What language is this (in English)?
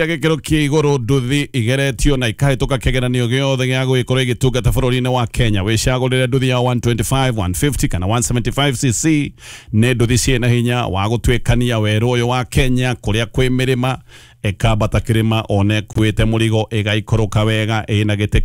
Kikuyu